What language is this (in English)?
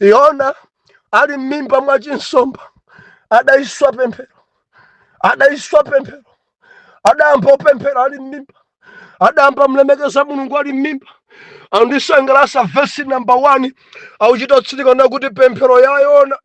Nyanja